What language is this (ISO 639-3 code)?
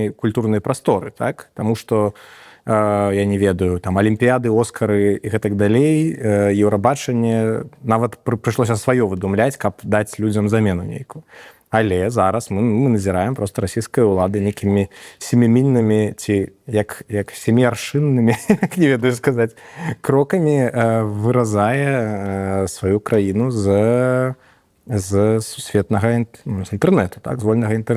bel